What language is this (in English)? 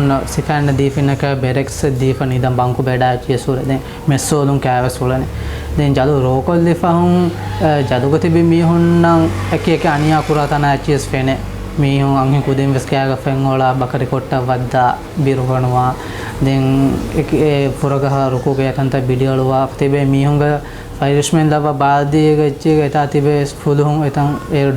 Divehi